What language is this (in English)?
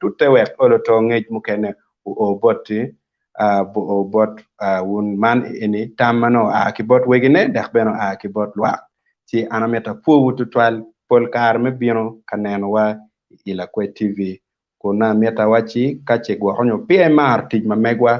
Acoli